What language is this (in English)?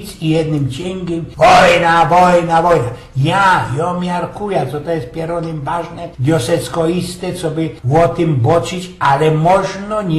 Silesian